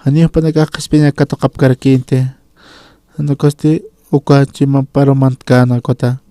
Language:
Aymara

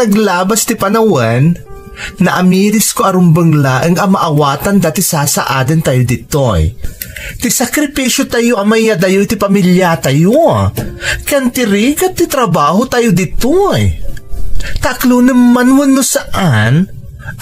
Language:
Iloko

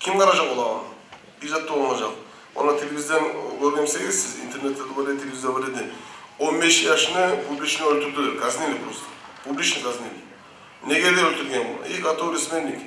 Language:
Kumyk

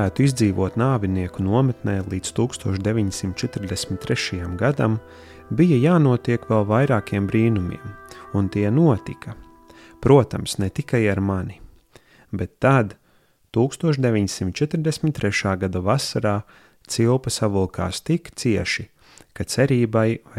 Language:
Latvian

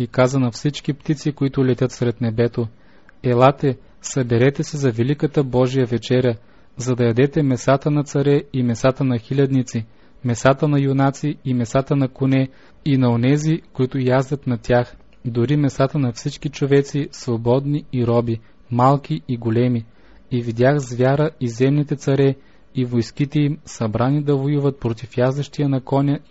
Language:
Bulgarian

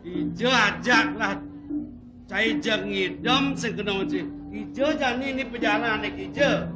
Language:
Balinese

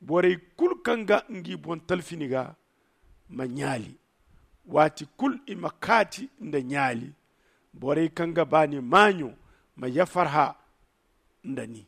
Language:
Zarma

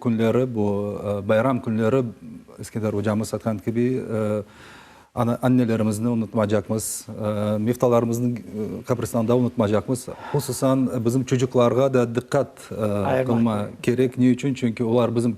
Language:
Crimean Tatar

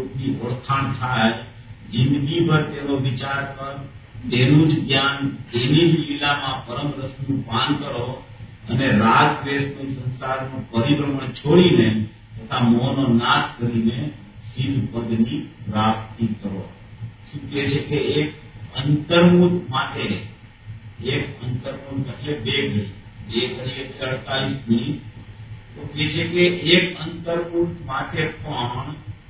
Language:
Gujarati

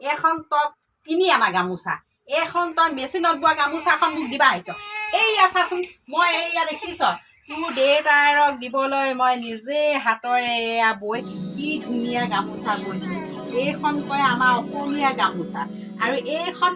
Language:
Assamese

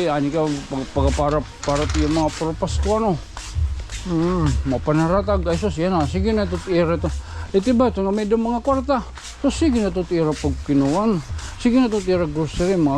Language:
Waray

